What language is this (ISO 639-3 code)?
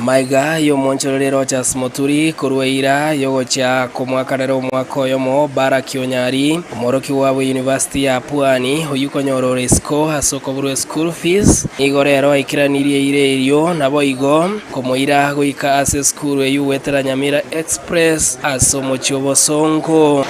guz